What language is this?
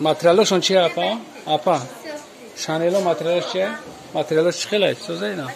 Tajik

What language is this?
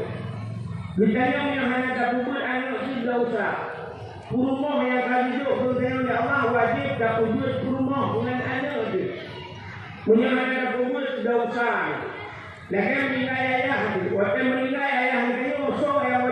Achinese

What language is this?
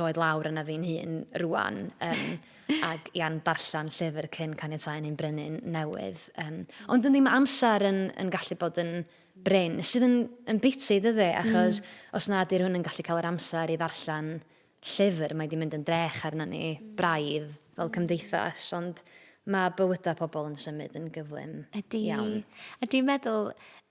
Welsh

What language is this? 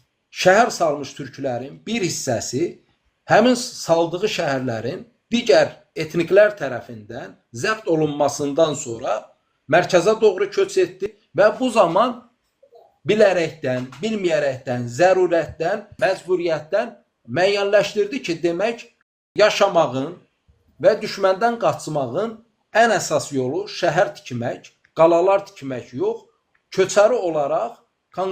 Azerbaijani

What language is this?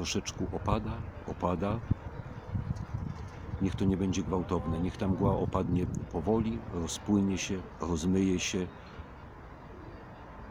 Polish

